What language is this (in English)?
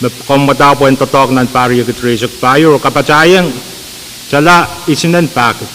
Pohnpeian